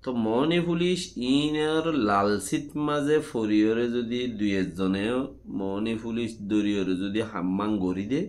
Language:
Rohingya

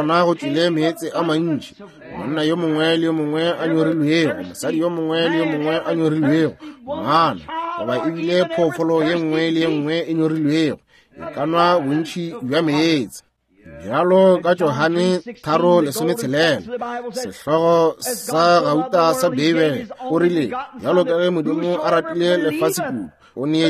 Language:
Northern Sotho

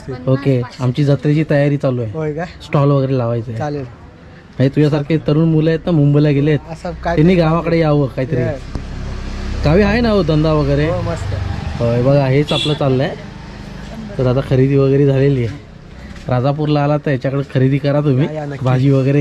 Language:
Marathi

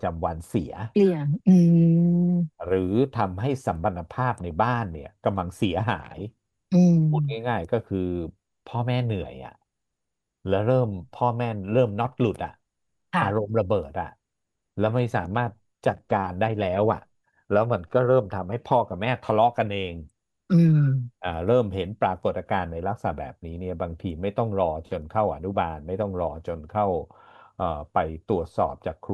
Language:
Thai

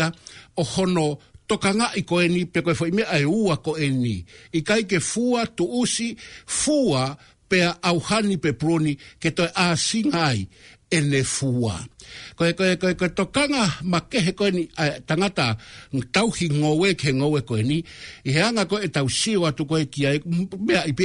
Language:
Tongan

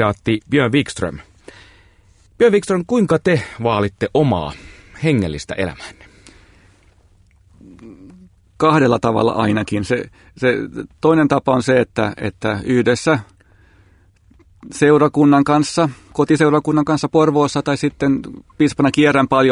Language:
Finnish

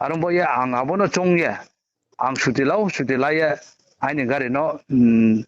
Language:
Riang (India)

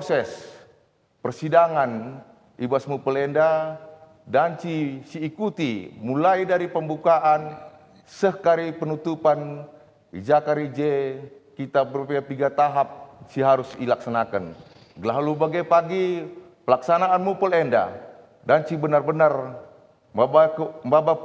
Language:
Batak Karo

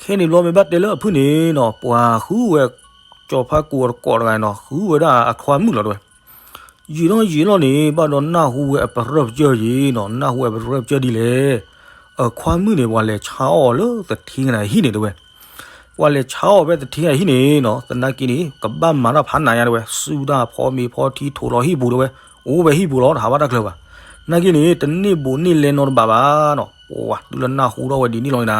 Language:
S'gaw Karen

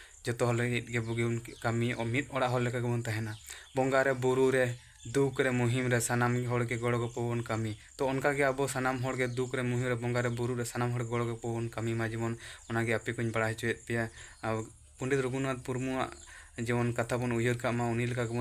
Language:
Santali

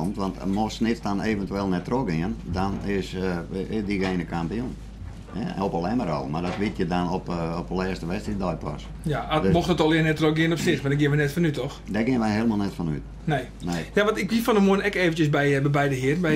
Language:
Western Frisian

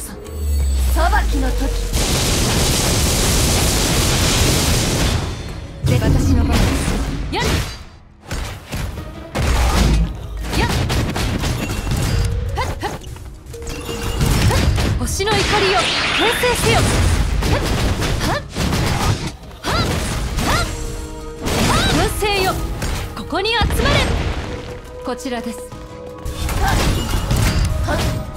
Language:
Japanese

